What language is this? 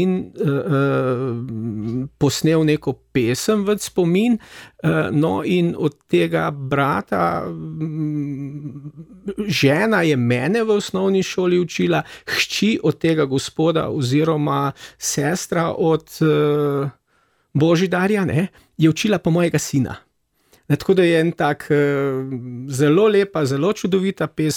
Slovenian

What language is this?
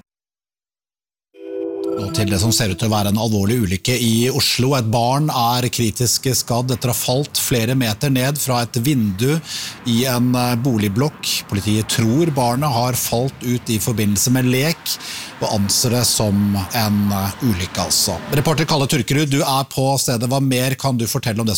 Norwegian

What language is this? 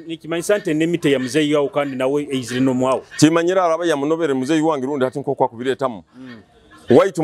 Nyoro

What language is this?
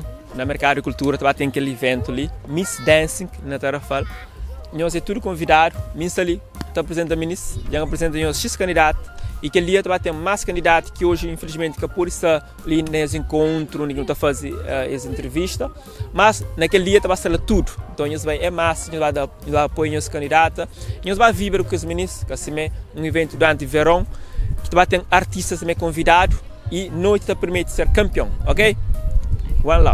Kabuverdianu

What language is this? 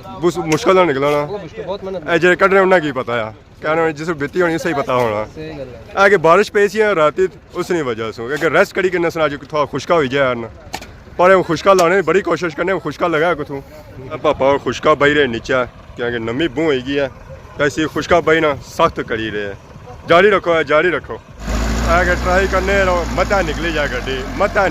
Pahari-Potwari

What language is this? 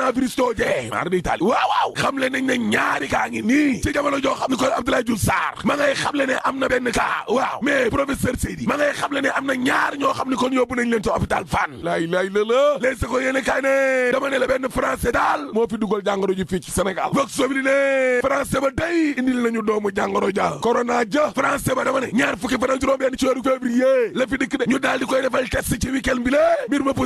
Wolof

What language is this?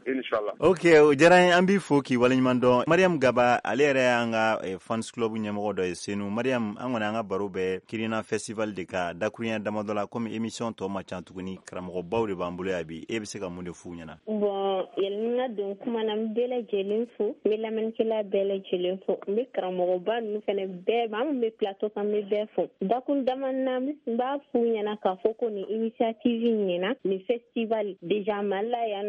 Bambara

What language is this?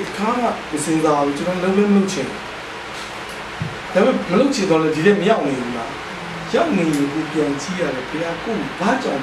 Burmese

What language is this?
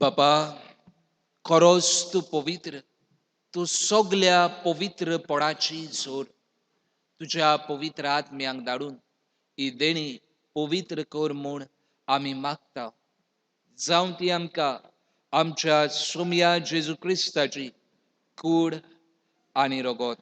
Konkani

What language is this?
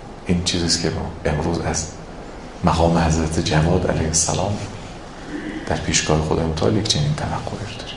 Persian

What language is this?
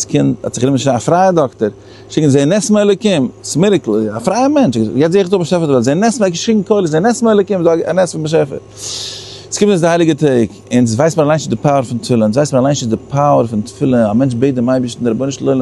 Yiddish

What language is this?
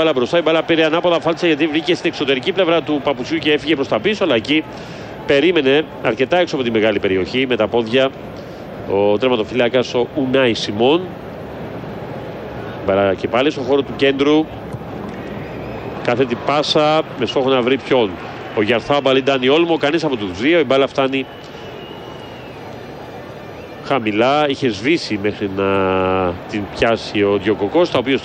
Greek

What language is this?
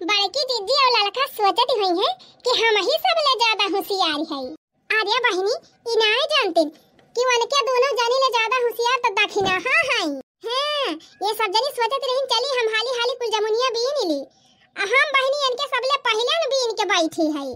Awadhi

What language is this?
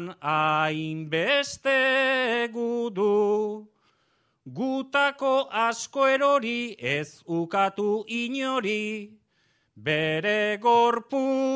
Basque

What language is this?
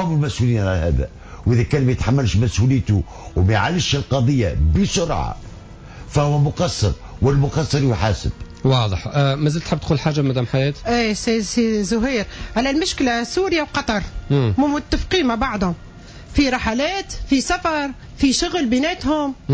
Tunisian Arabic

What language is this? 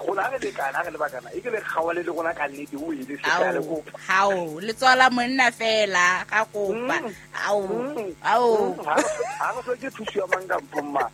Southern Sotho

